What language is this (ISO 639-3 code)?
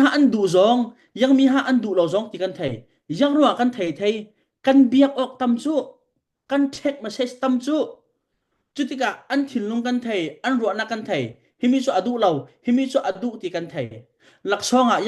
cfm